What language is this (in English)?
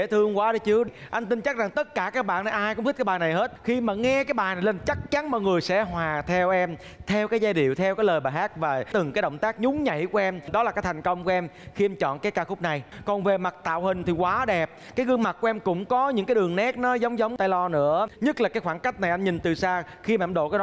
Vietnamese